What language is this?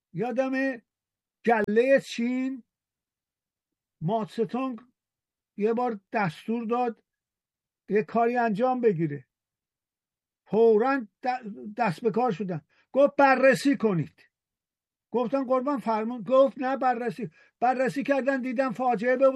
Persian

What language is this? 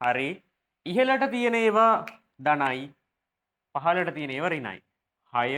Sinhala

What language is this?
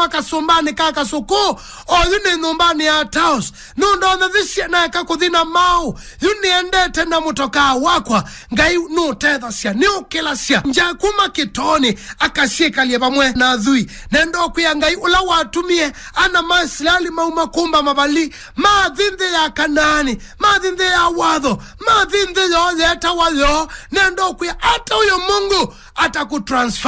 Kamba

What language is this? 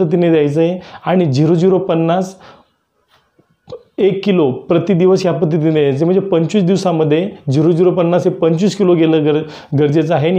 Marathi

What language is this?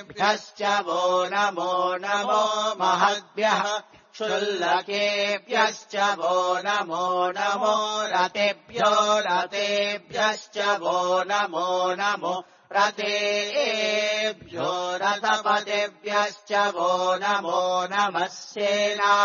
Sanskrit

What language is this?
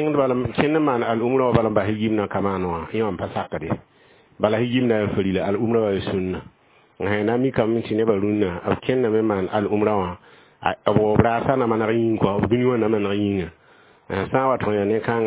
Mossi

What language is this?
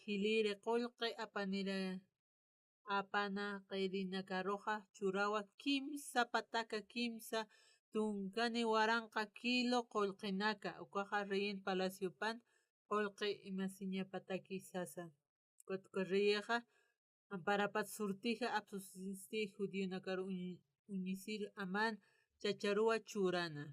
Aymara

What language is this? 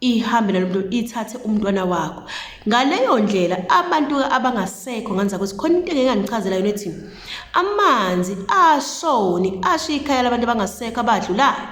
Zulu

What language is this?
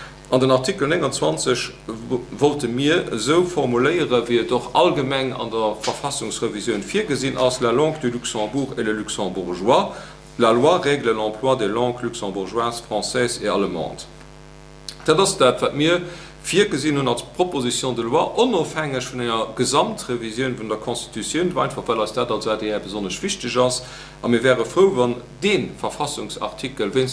Luxembourgish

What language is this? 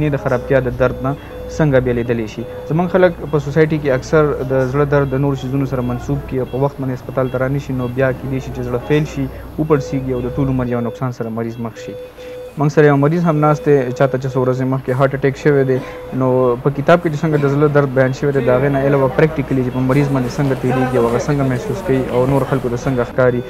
Pashto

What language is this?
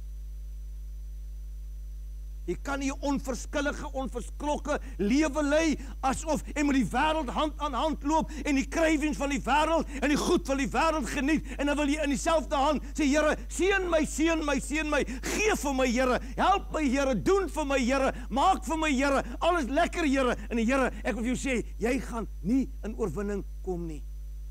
Afrikaans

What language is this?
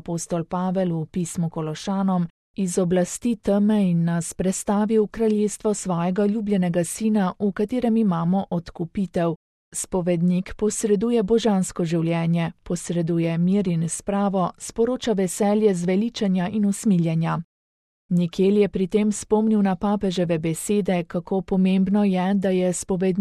Slovenian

